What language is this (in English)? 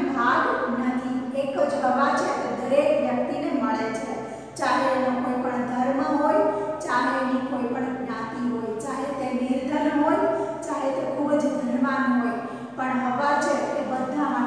Gujarati